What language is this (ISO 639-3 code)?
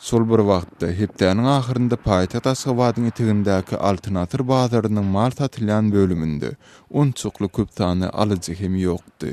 tuk